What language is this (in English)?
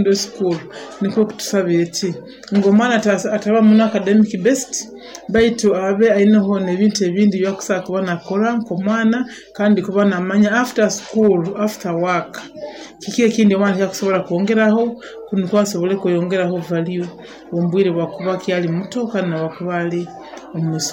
Nyoro